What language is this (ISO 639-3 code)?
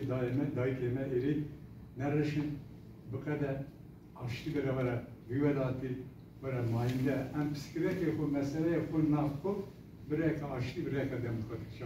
kur